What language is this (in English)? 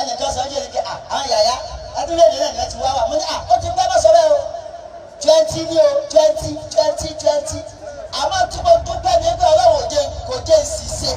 Yoruba